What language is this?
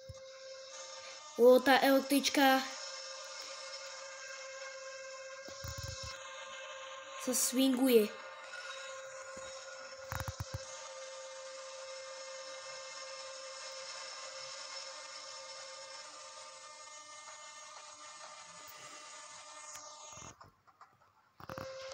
Slovak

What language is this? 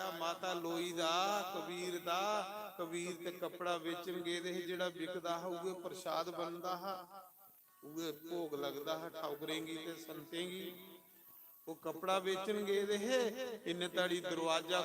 Dogri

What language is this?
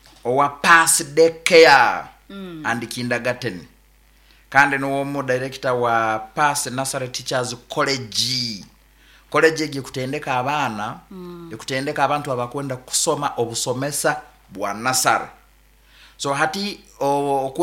Nyankole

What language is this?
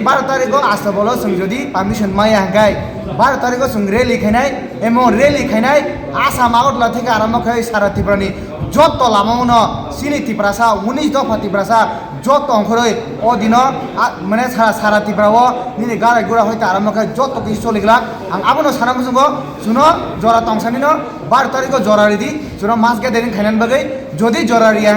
Kok Borok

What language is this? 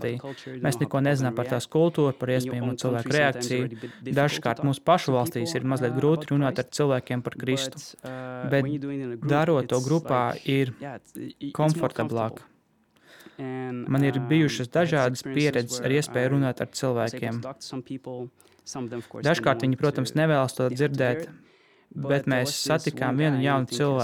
Latvian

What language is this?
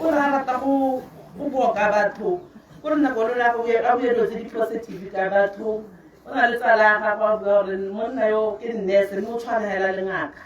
Tswana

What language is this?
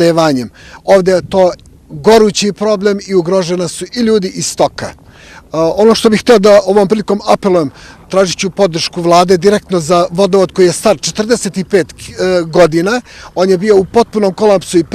Bosnian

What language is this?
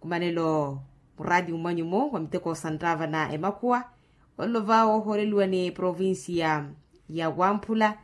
Makhuwa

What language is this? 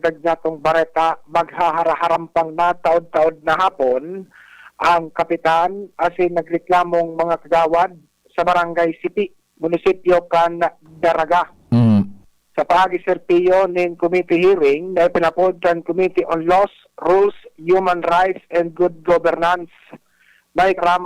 Bikol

